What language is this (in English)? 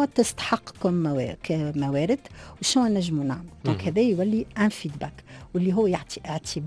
Tunisian Arabic